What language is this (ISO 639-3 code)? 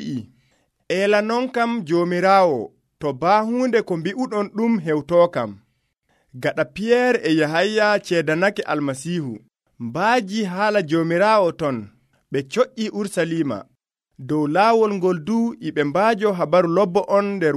fuv